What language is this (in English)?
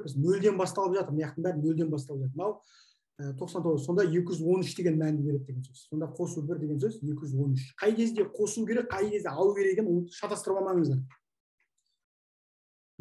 Kazakh